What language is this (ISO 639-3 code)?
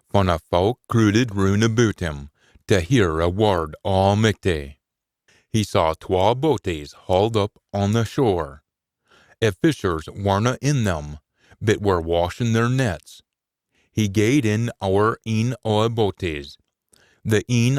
sco